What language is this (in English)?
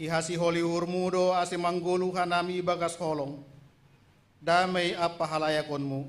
Batak Simalungun